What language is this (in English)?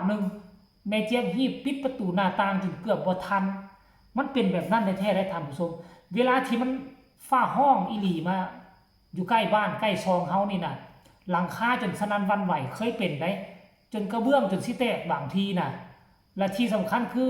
Northeastern Thai